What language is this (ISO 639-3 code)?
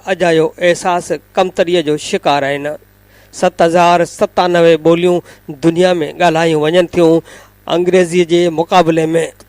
snd